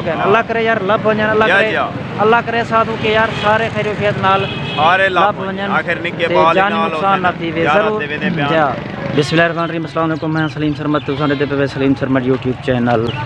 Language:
Saraiki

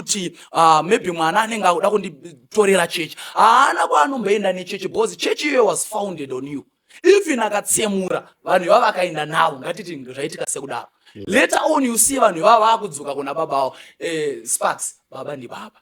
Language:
Shona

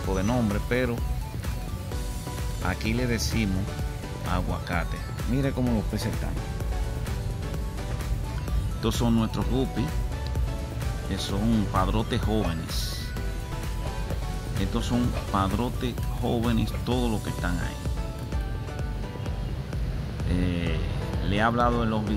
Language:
Spanish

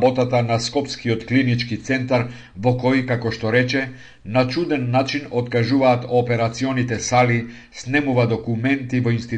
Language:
Macedonian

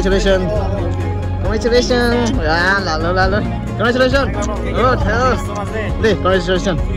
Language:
Karbi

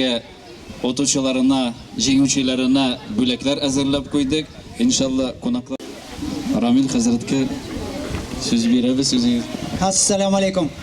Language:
Tatar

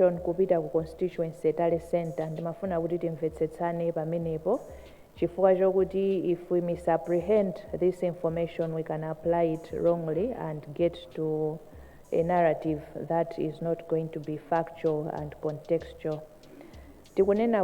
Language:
Nyanja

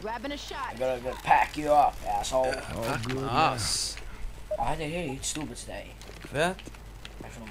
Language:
Faroese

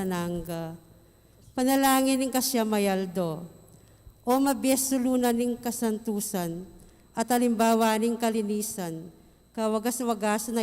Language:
Pampanga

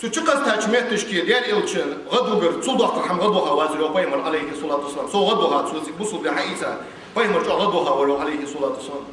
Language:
Ingush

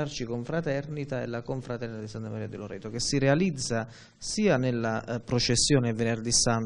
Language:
Italian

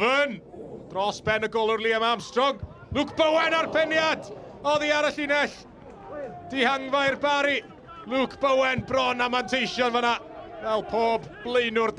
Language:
Welsh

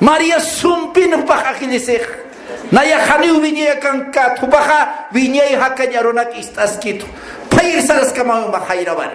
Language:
Aymara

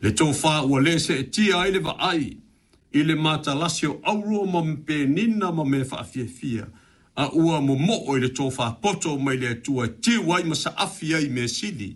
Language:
Samoan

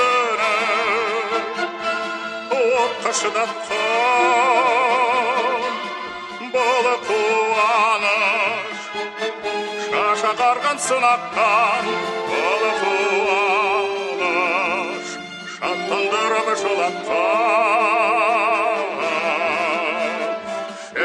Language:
Kazakh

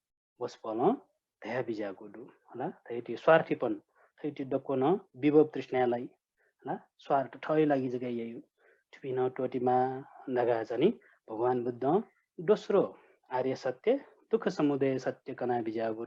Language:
Newari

